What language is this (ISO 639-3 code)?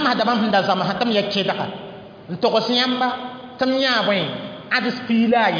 mos